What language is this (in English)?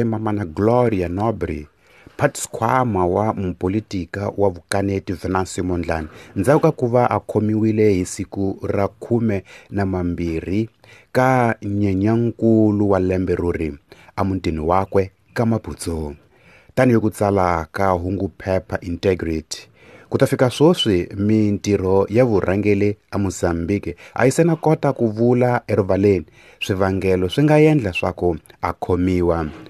Tsonga